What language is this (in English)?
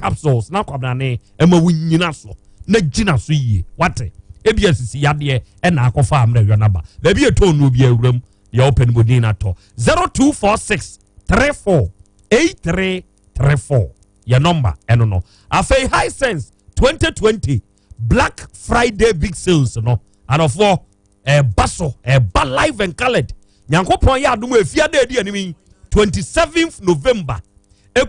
Akan